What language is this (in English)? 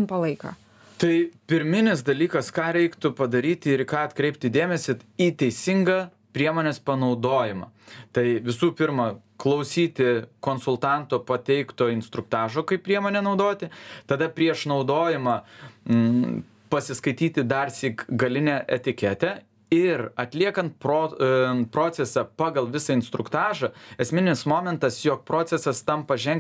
Lithuanian